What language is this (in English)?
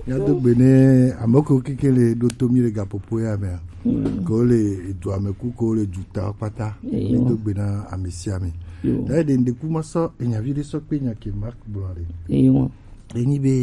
Gen